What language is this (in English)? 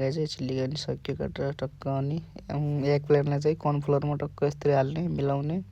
Nepali